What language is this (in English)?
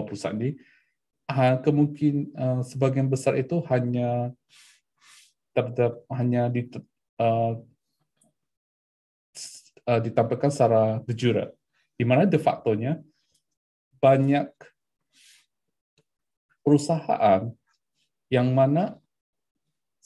Indonesian